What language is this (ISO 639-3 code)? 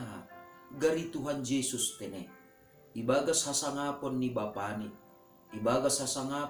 bts